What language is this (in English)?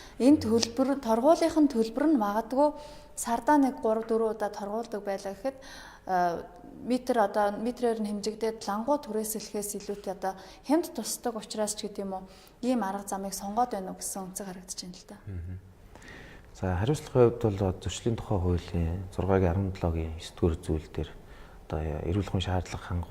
Mongolian